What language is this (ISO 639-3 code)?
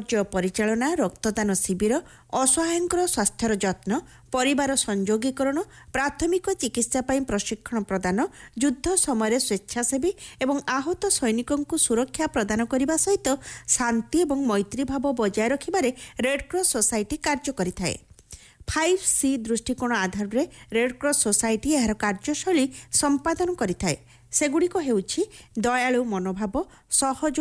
ori